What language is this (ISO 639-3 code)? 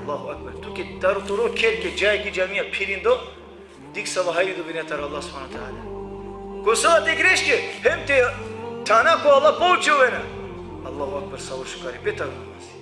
rmn